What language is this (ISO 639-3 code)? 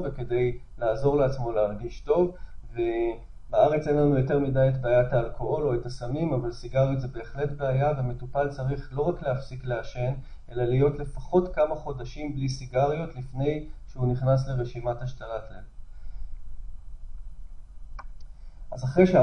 heb